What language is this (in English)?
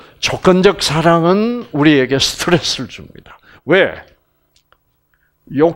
Korean